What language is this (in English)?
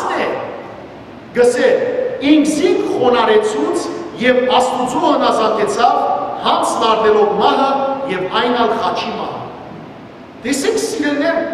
Western Armenian